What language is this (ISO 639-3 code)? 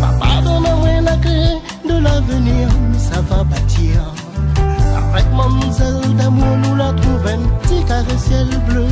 rcf